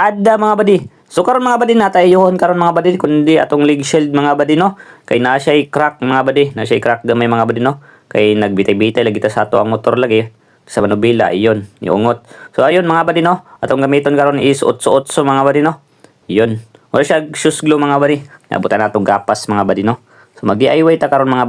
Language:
Cebuano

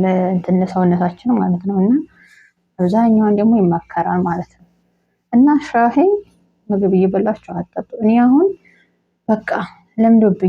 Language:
Amharic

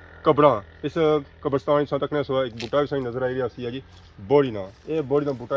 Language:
Pahari-Potwari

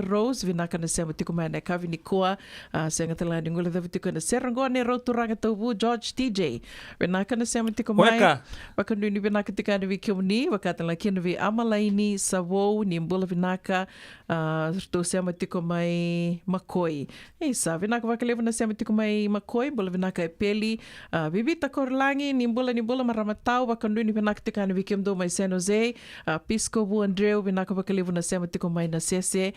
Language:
Fijian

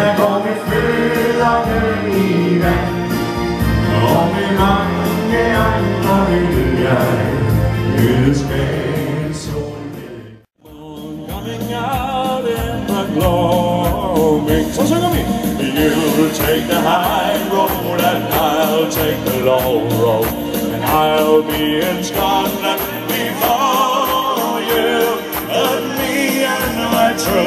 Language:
Danish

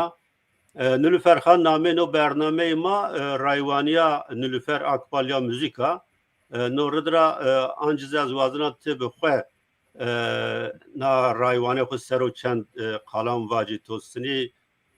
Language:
Zaza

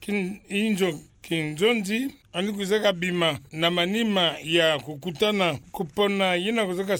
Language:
Kituba (Democratic Republic of Congo)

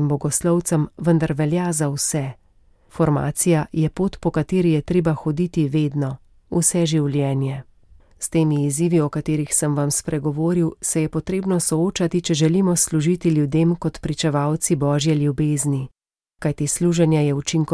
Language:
Slovenian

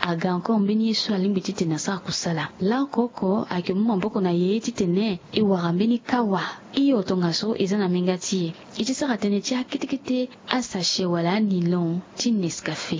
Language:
Sango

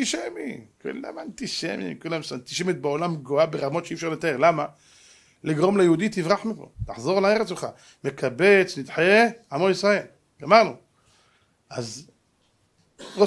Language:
Hebrew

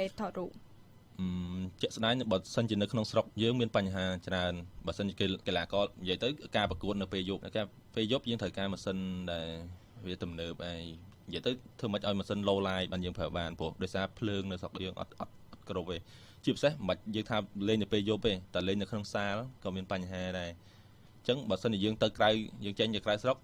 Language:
Khmer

